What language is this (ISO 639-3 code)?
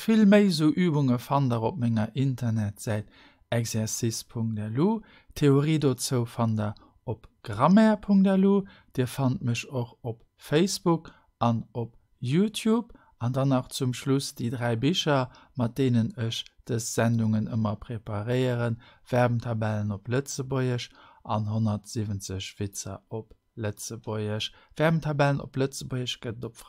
ltz